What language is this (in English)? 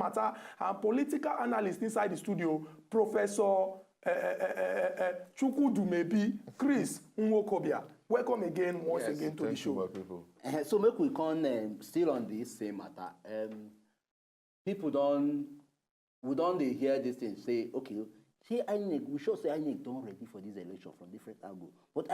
Nigerian Pidgin